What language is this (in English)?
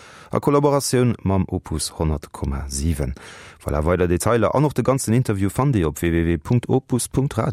Luxembourgish